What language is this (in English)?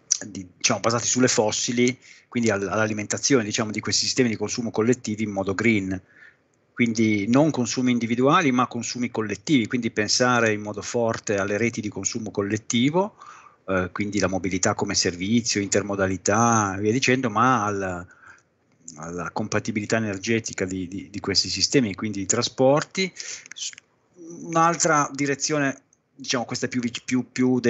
Italian